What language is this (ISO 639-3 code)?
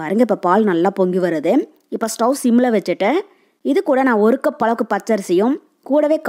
tam